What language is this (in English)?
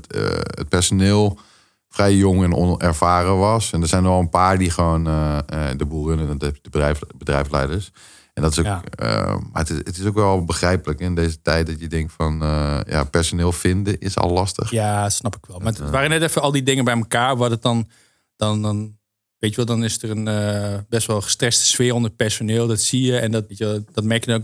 Dutch